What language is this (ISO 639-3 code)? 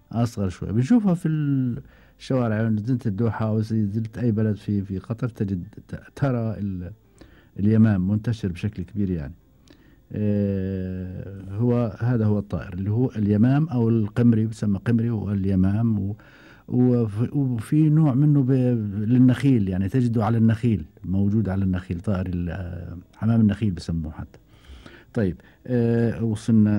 afb